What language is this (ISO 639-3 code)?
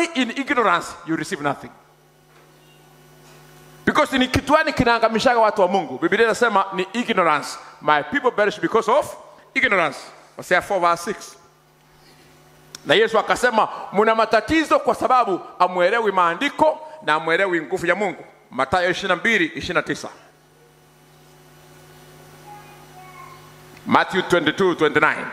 swa